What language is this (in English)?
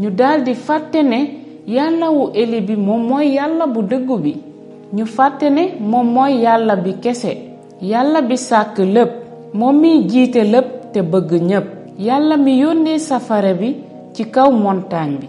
Wolof